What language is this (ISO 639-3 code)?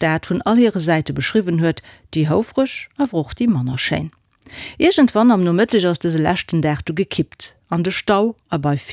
ltz